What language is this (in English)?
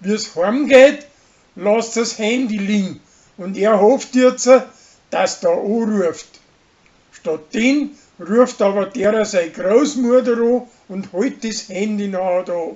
Bavarian